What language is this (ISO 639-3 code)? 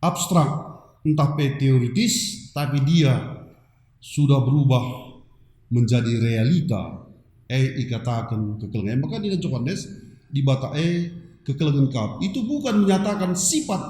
btx